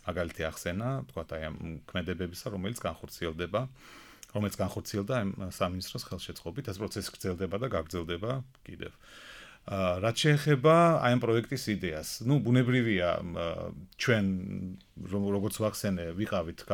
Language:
Georgian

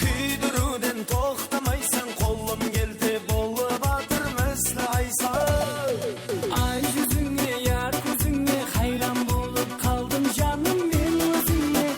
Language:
Kara-Kalpak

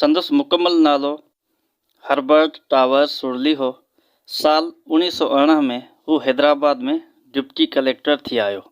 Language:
Sindhi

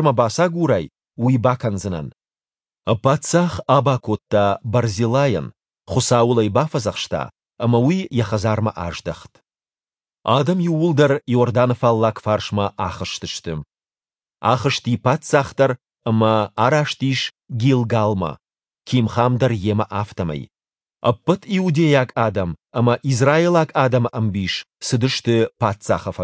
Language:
Ossetic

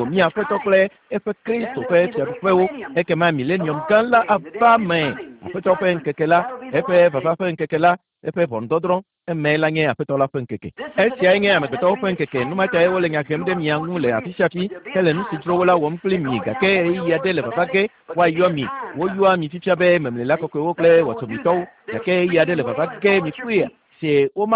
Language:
Ewe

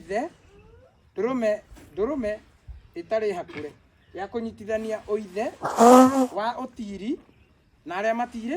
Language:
Kikuyu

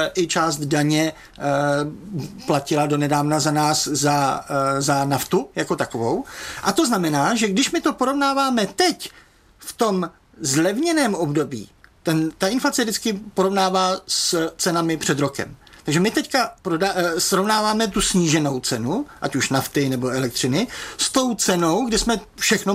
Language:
Czech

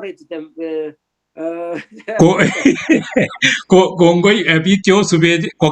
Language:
Kalenjin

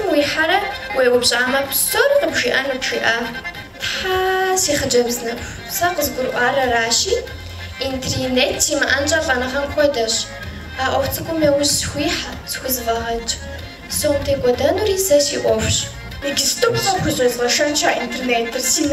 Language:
Kabardian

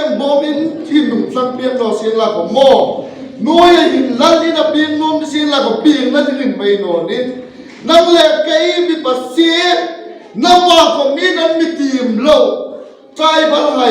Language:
Hmar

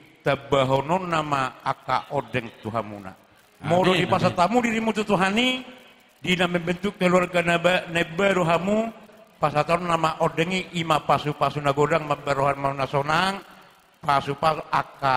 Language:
Batak Toba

